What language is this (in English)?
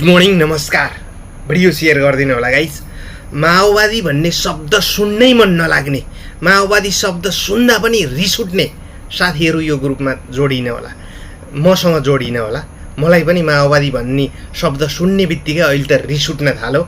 Nepali